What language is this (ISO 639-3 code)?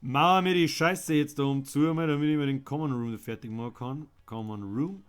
bar